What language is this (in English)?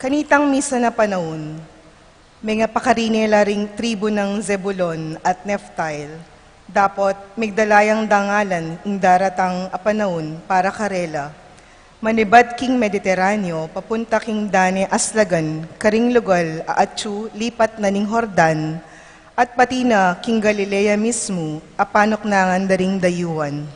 Pampanga